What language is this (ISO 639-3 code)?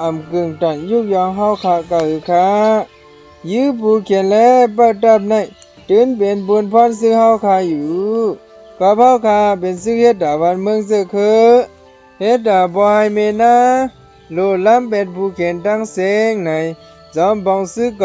shn